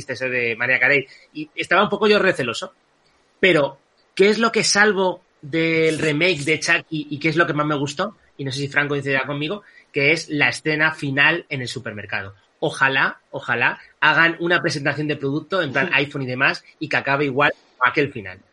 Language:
Spanish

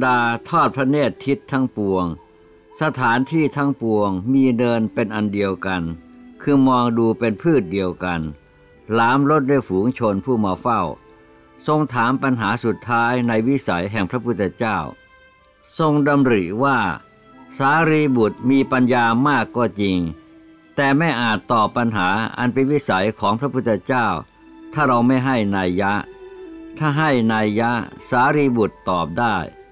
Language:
Thai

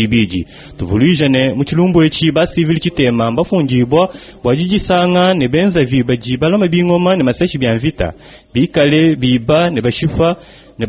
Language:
Luba-Lulua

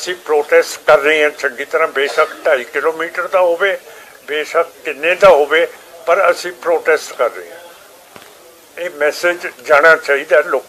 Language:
Punjabi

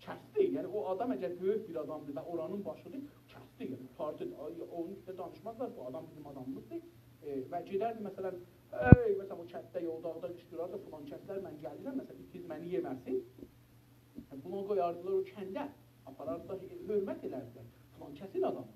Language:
South Azerbaijani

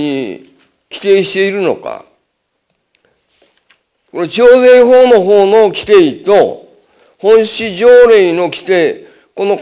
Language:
Japanese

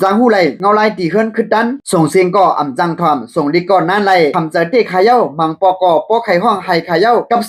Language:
Shan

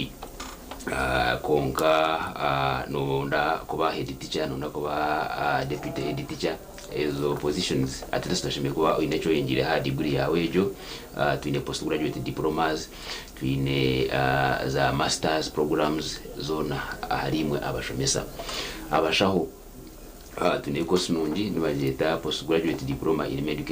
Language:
Nyankole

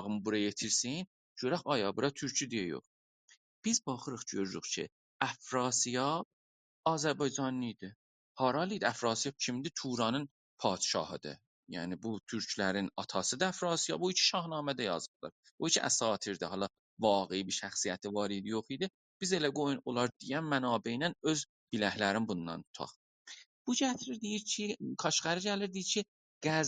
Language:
South Azerbaijani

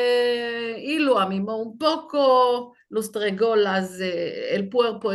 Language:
Ladino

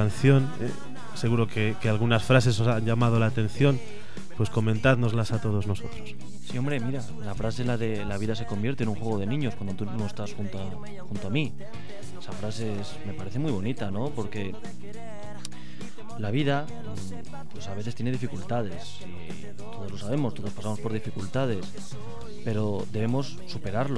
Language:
Spanish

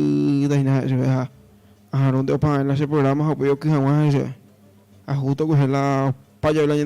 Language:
Guarani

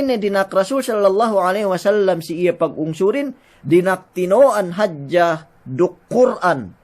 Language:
Yakan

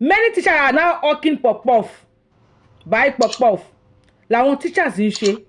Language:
Yoruba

